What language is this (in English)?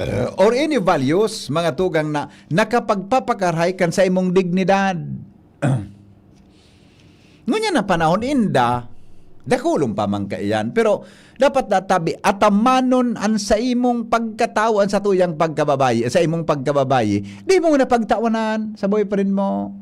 Bikol